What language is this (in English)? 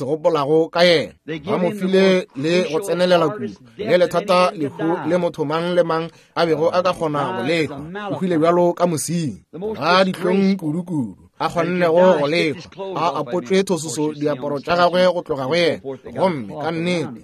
Northern Sotho